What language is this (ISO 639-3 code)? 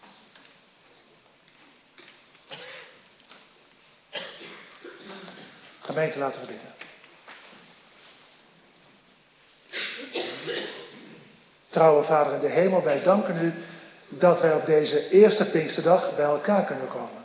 nld